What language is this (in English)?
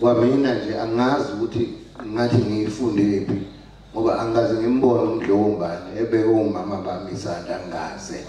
Zulu